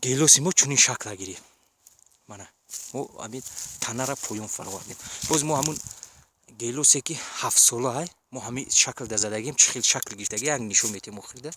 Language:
Tajik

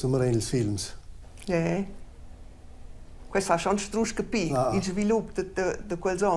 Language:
Romansh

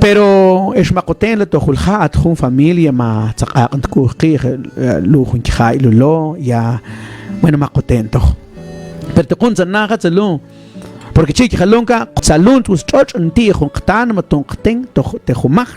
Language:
Mam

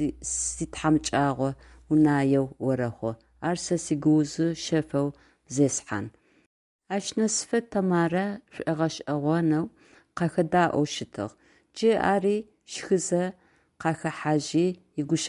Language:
Adyghe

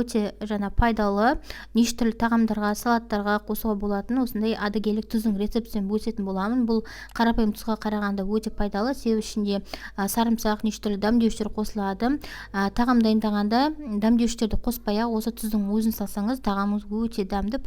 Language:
Kazakh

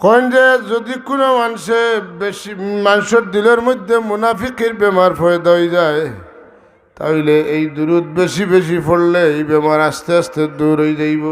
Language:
Sylheti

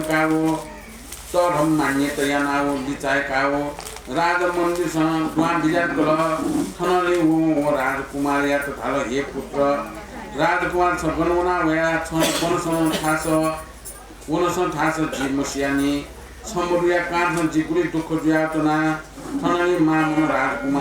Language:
Newari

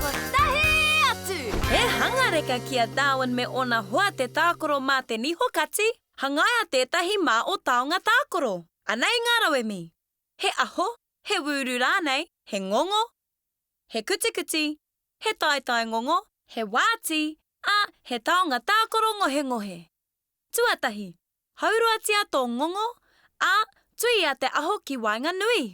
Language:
Māori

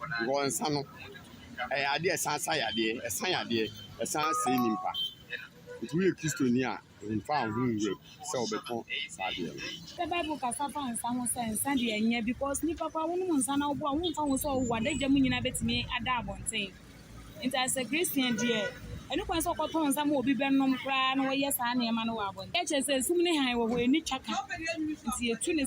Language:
Akan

